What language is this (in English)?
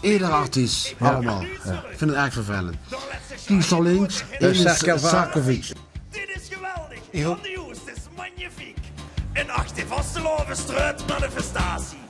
Limburgish